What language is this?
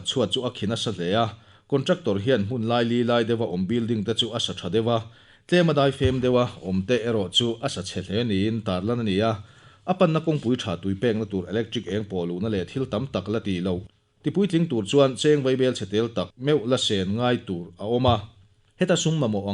Mizo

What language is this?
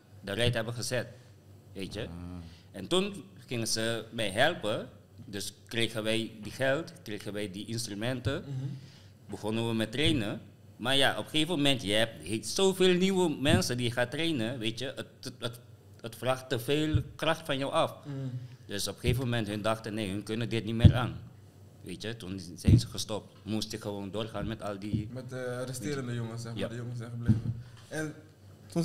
Dutch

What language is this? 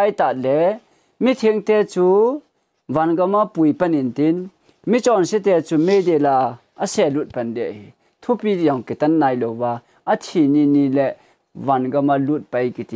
Thado Chin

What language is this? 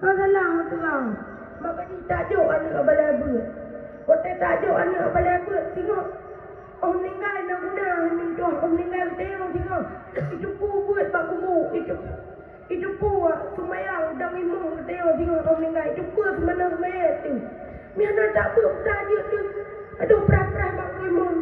Achinese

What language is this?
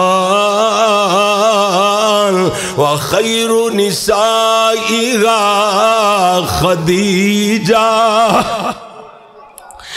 Urdu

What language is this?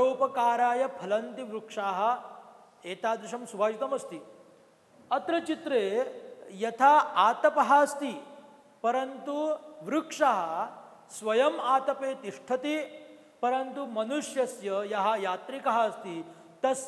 Sanskrit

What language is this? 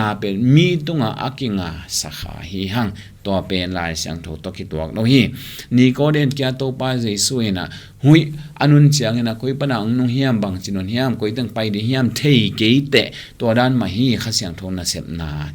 Tedim Chin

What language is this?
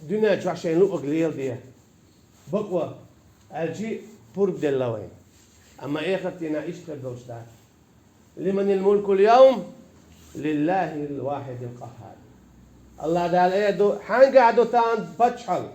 Chechen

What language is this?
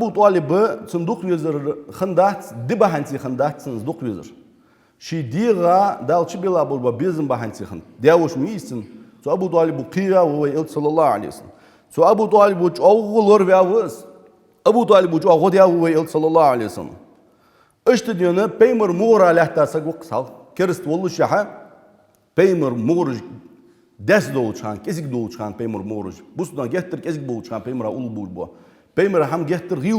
Ingush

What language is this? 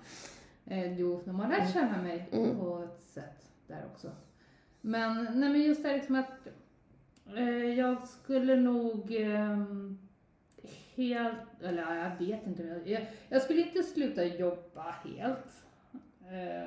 Swedish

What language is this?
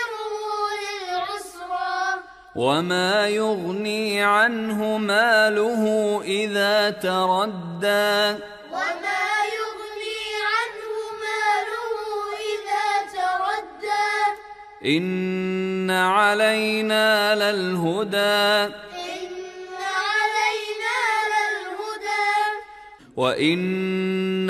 Arabic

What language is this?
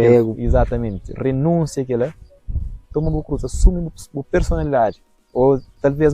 Kabuverdianu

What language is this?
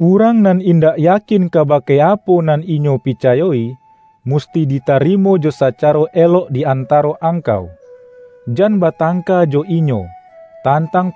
Minangkabau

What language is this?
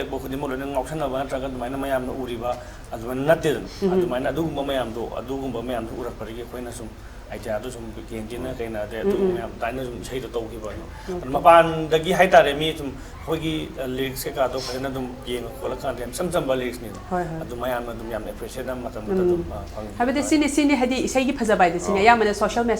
Manipuri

